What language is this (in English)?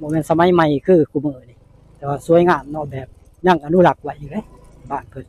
Northeastern Thai